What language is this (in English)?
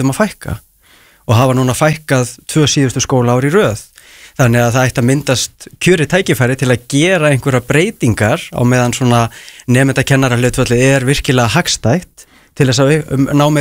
Icelandic